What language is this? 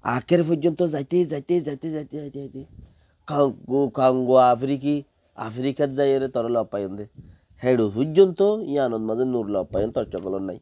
Rohingya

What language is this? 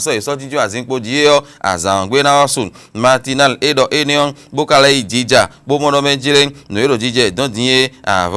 Fon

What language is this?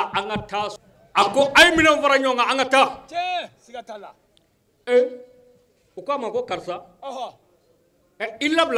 Bambara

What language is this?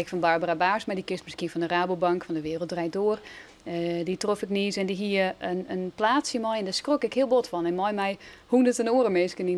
Western Frisian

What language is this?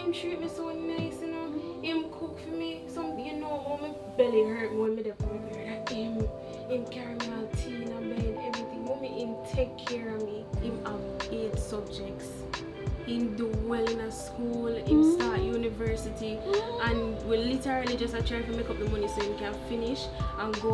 Jamaican Creole English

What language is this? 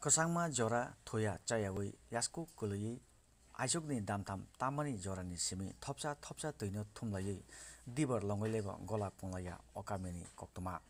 Kok Borok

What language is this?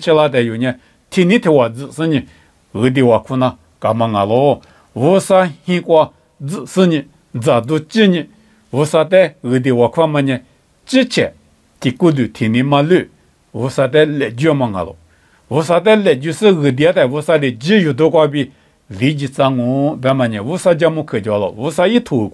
Lisu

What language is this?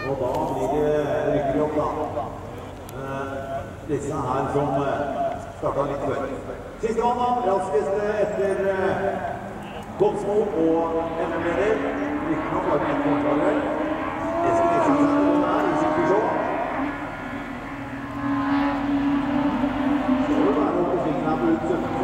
Norwegian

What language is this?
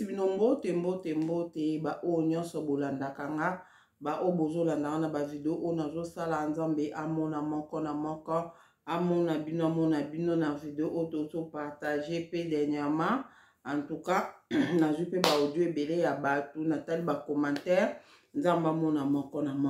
Lingala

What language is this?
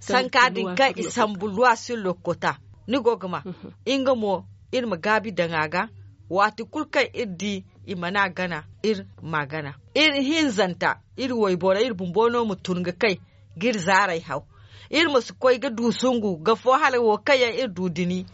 Zarma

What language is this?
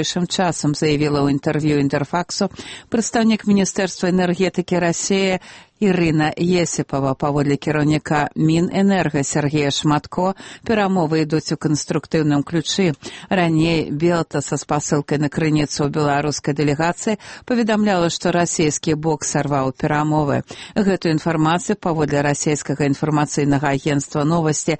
Belarusian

